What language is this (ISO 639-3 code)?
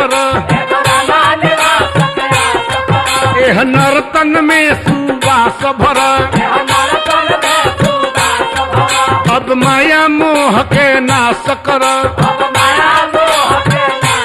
bho